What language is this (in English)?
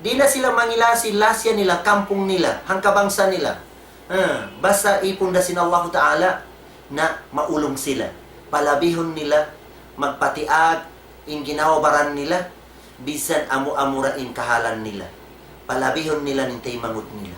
Tausug